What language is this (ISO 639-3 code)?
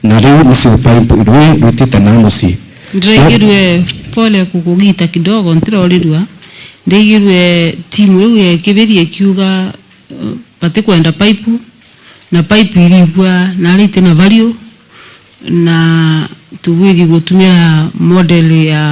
mer